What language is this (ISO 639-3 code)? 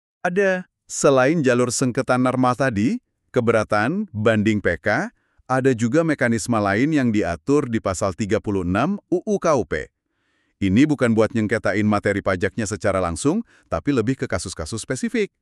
ind